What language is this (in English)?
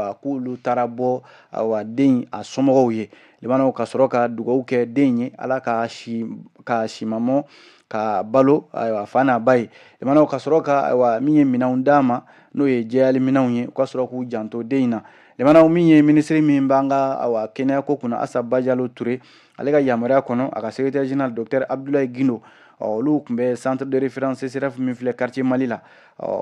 Bambara